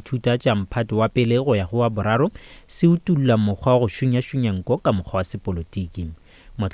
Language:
Northern Sotho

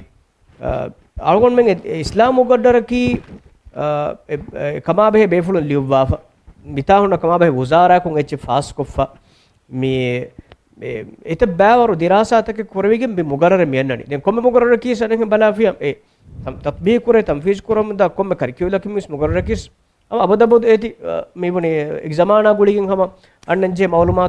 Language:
Divehi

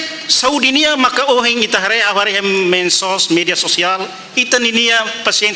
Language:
Tetum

